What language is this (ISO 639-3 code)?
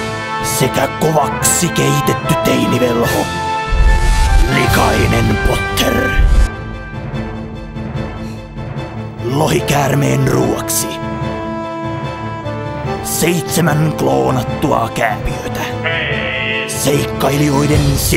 fin